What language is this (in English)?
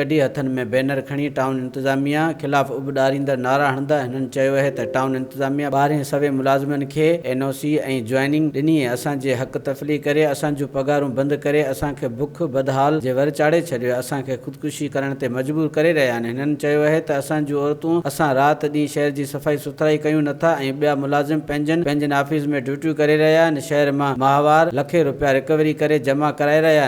Sindhi